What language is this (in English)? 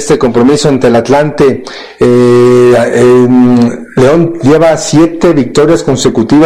Spanish